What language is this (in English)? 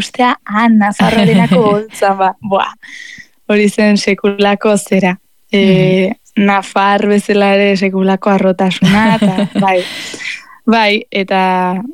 Basque